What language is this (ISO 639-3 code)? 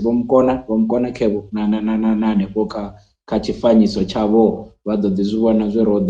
ven